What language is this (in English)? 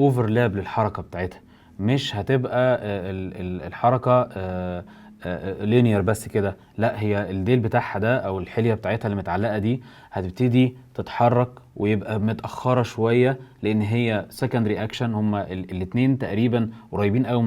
Egyptian Arabic